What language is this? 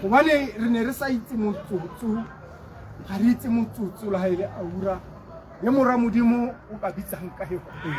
Tswana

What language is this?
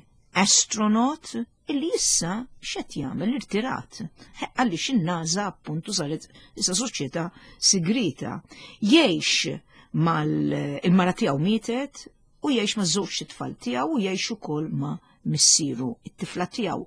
Maltese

